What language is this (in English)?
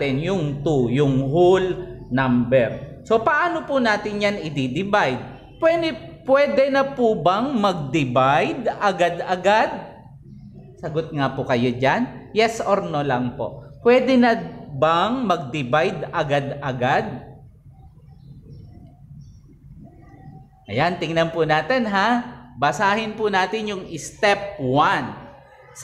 Filipino